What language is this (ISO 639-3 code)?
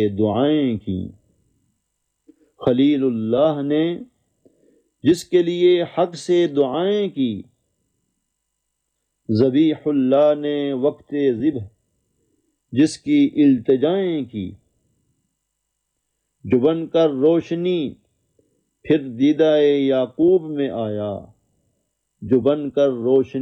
urd